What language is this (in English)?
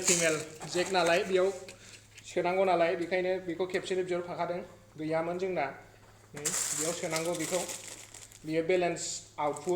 Bodo